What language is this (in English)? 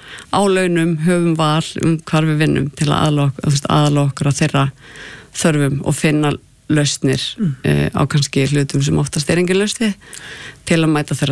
Icelandic